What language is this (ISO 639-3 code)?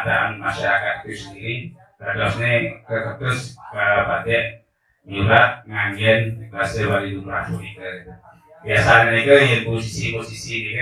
ban